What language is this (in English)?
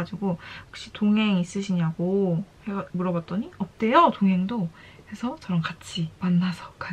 Korean